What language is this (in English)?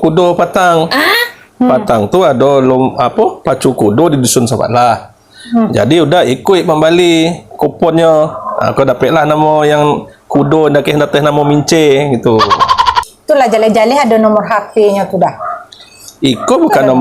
Minangkabau